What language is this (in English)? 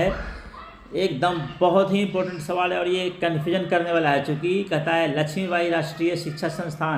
Hindi